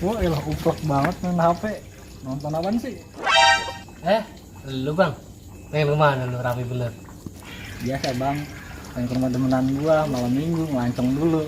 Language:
Betawi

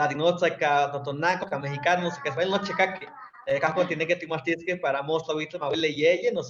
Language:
Eastern Huasteca Nahuatl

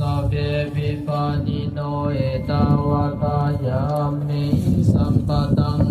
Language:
Pali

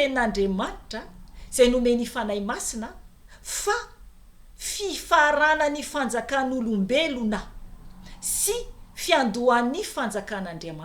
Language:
Malagasy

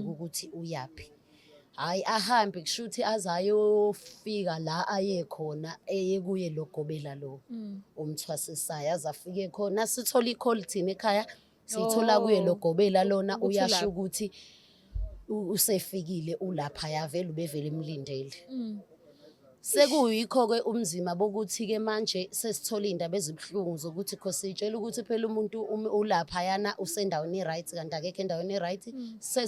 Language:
Zulu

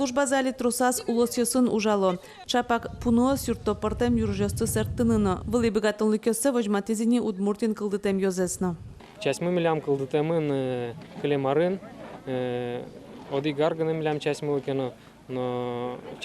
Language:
Udmurt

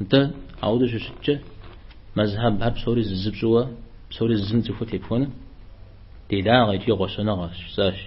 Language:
Kabardian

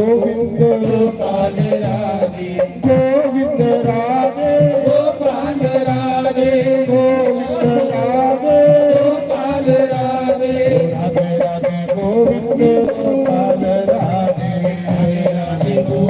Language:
Dogri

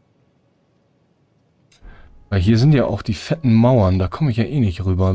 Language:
German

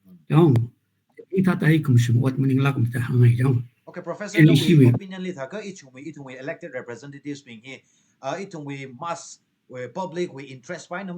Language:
Tangkhul Naga (India)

